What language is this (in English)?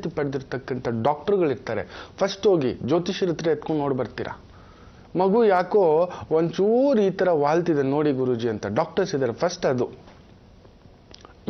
Kannada